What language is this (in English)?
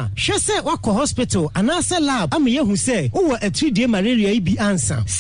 Akan